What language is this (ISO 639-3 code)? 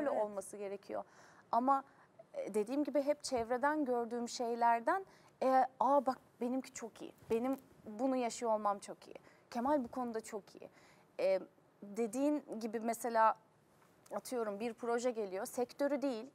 tur